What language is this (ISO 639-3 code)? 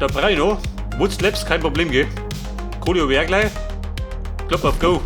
bar